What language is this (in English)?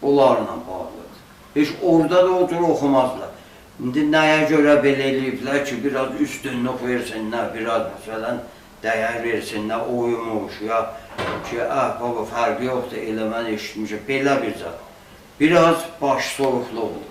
South Azerbaijani